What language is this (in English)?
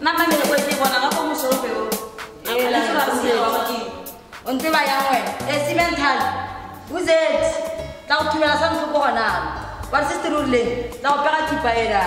Tswana